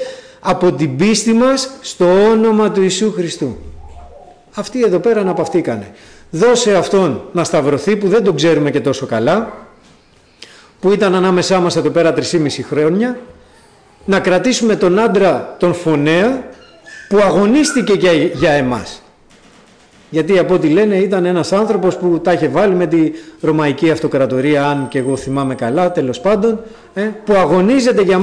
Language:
Greek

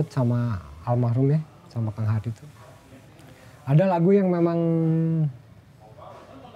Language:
Indonesian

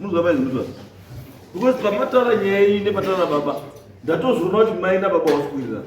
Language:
Shona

